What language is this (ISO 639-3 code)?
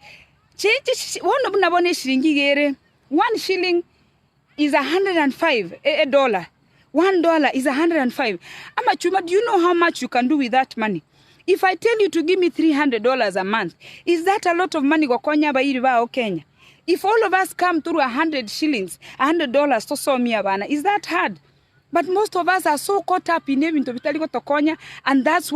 guz